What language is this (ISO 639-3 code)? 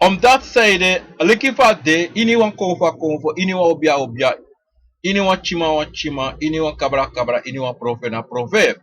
srn